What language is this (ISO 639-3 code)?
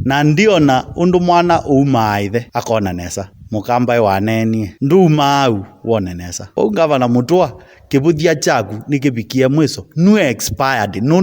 kam